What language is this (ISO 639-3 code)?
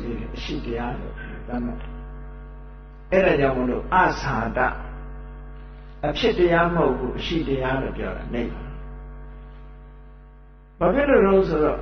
mya